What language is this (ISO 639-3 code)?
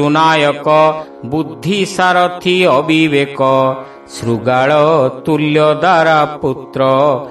ori